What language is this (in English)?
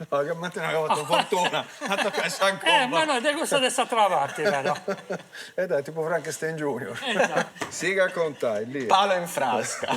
Sardinian